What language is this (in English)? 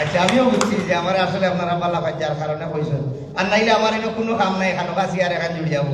Sylheti